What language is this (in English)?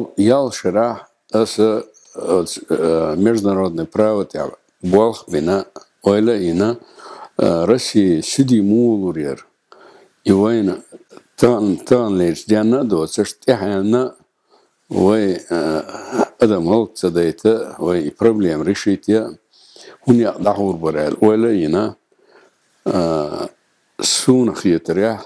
Chechen